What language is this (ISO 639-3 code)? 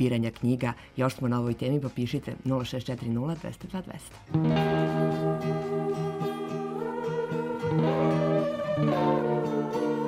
srp